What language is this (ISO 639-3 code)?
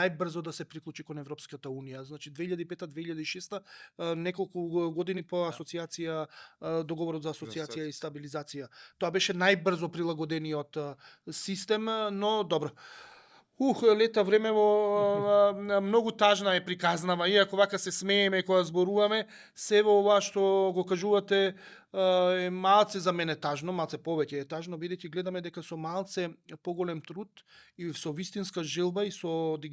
mkd